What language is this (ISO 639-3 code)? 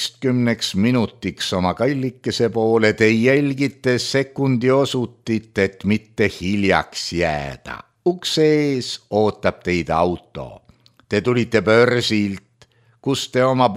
est